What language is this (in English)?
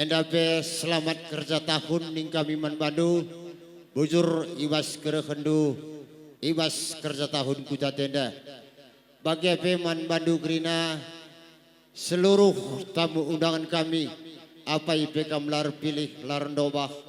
Batak Karo